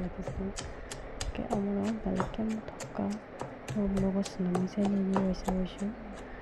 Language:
Kok Borok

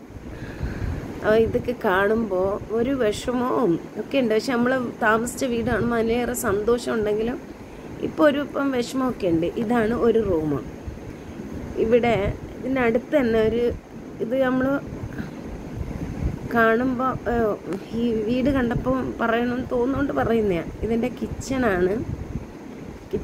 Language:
Malayalam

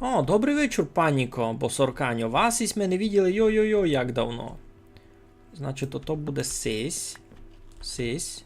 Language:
Rusyn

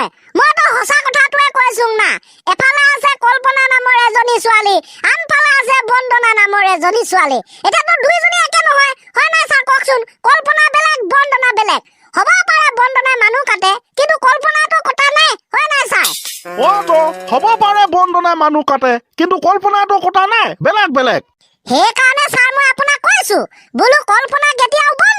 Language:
Assamese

